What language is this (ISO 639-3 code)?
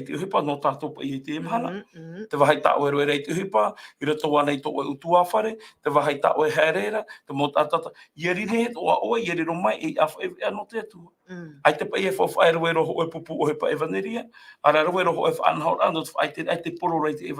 tah